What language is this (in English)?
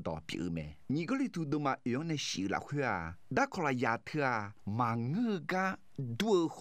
Akha